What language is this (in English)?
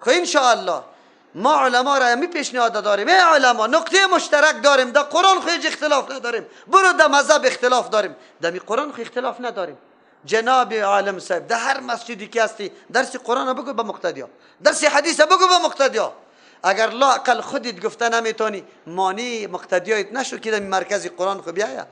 Persian